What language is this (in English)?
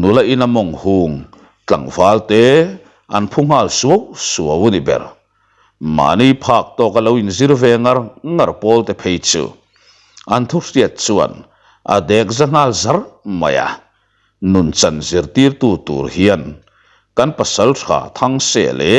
Mizo